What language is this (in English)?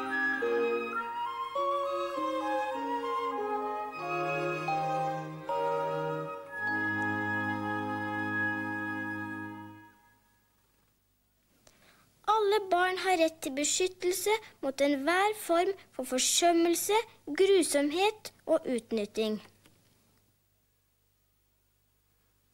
Norwegian